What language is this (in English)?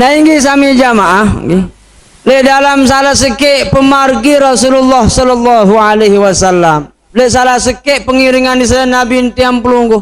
Sasak